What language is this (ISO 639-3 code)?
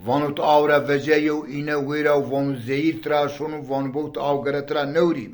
zza